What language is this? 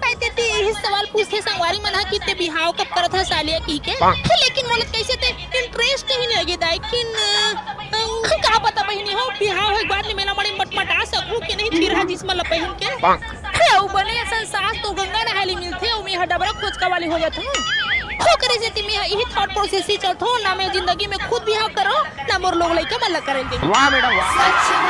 Chhattisgarhi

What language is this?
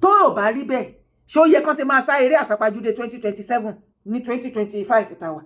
Yoruba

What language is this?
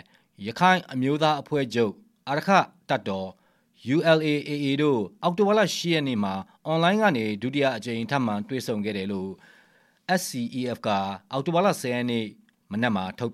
Burmese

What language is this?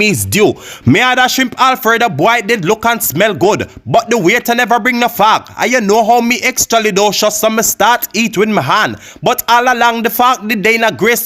Jamaican Creole English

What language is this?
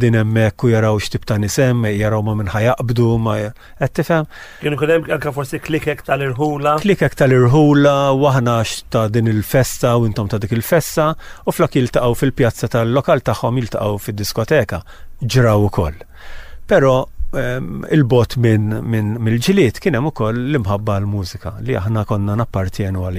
Maltese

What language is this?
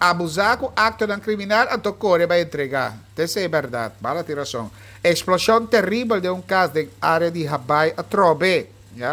Papiamento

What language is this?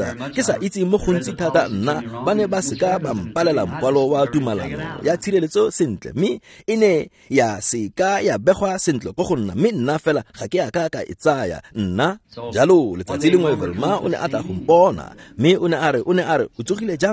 Tswana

